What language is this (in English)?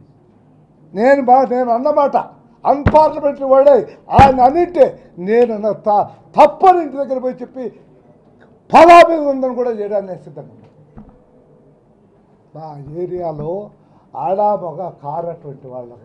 Telugu